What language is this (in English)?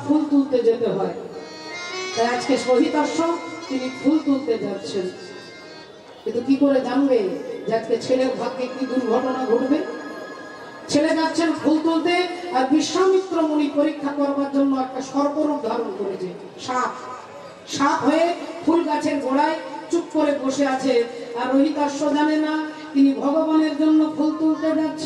Bangla